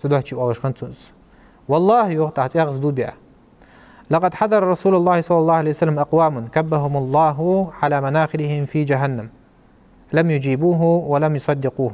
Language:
Ingush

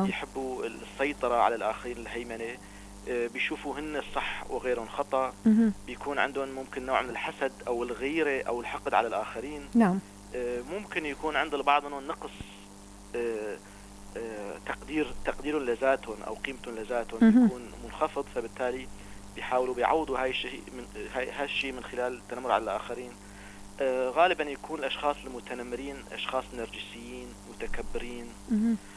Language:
North Levantine Arabic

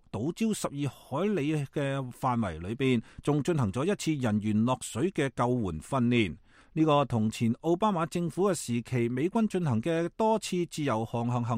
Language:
Cantonese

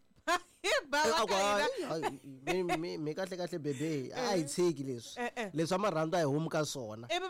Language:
Tsonga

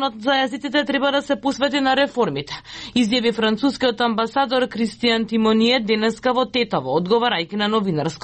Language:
Macedonian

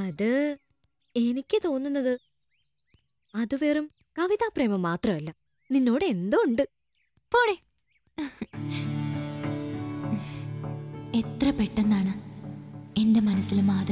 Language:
Malayalam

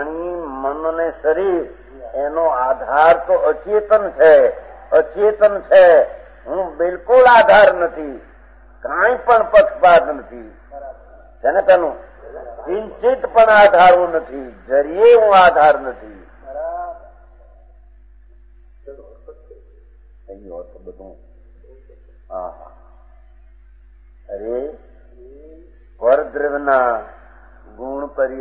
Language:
Gujarati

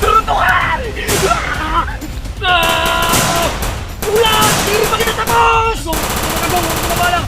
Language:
Waray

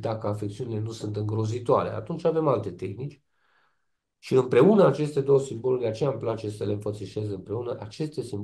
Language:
Romanian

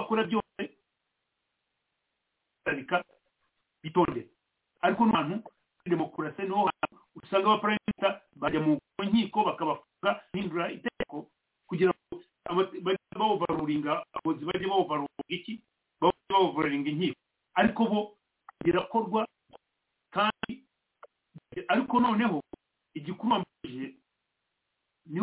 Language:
Kinyarwanda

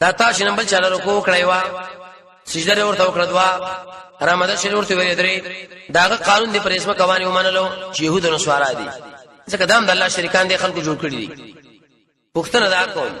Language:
Pashto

